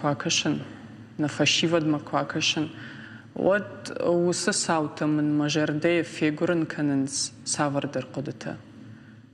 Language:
Ossetic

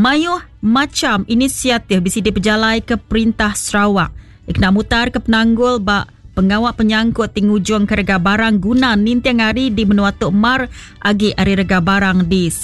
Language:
Iban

